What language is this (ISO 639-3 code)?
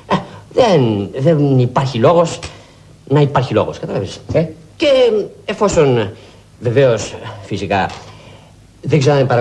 ell